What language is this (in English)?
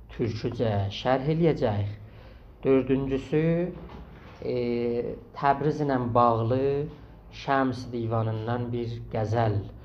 South Azerbaijani